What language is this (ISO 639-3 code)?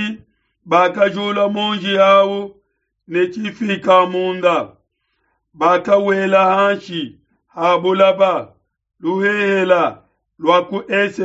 lua